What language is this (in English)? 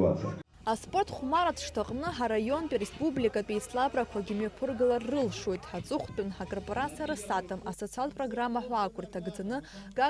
Abkhazian